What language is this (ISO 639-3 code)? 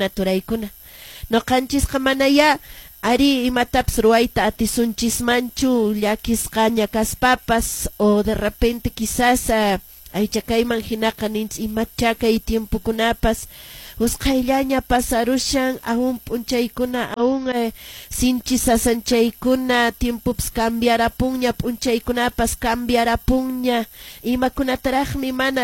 que